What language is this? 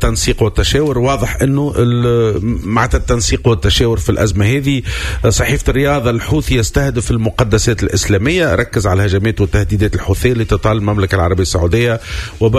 Tunisian Arabic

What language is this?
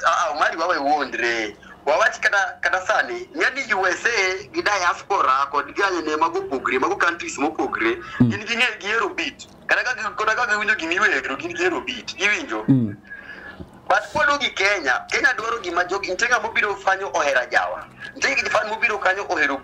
Luo (Kenya and Tanzania)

